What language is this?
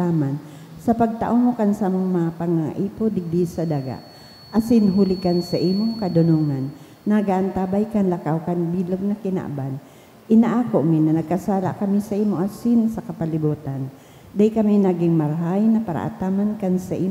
Bikol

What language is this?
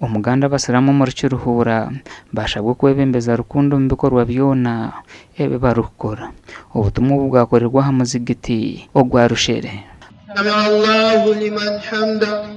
Nyankole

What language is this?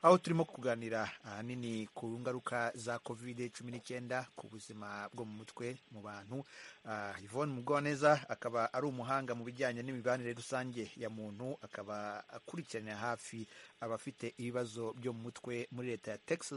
Kinyarwanda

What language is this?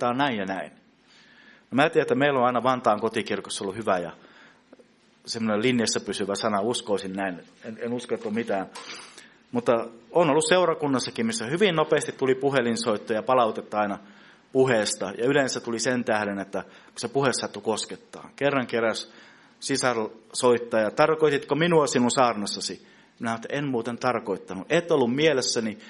Finnish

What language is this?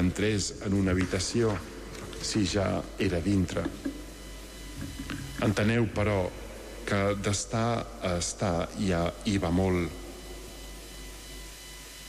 Catalan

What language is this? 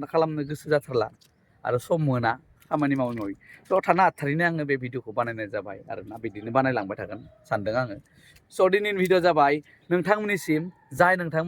Bodo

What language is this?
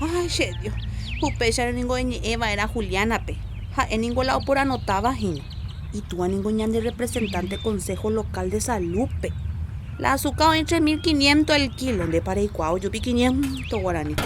Guarani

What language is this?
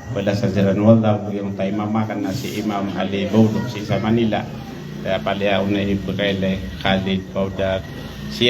Maranao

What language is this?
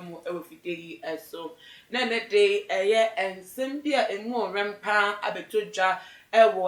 Akan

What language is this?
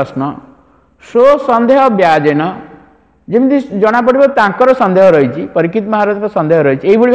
Odia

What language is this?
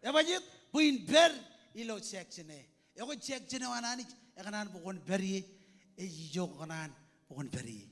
Marshallese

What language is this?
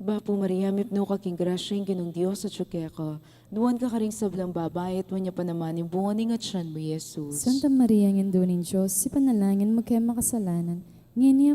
Pampanga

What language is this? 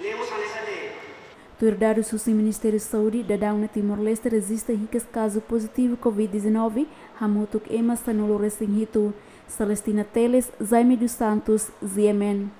Tetum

